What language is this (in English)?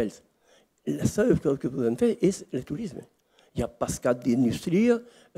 Occitan